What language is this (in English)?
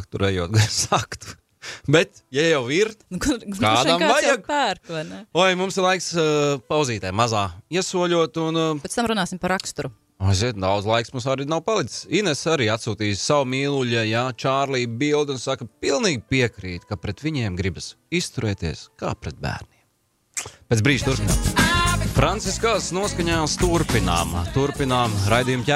Latvian